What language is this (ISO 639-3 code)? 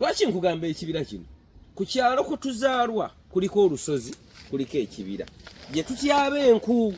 lug